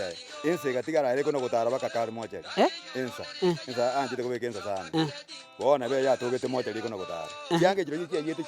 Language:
Gusii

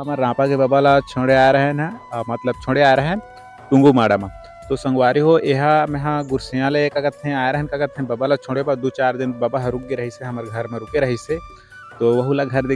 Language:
Chhattisgarhi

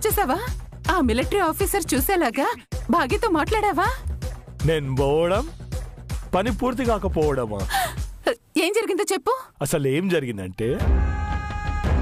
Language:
Telugu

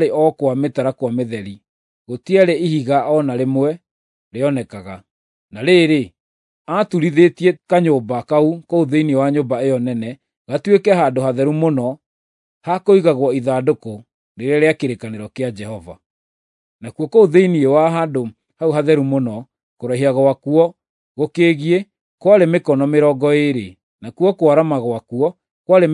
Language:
Kikuyu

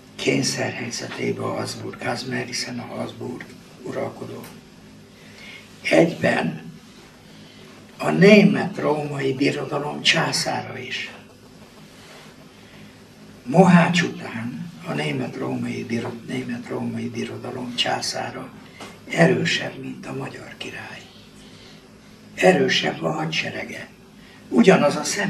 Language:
Hungarian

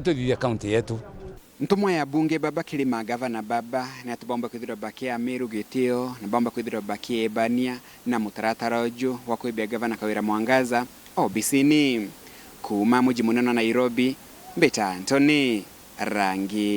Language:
Meru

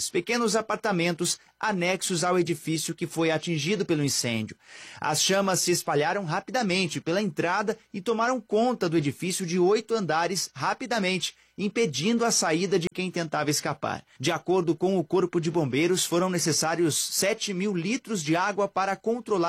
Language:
Portuguese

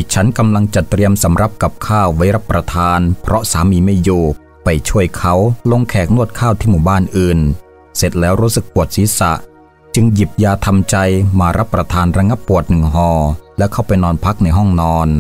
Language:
Thai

